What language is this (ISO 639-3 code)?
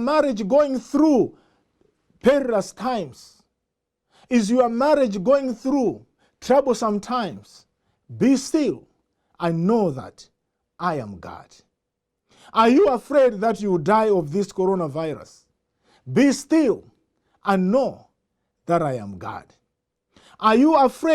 eng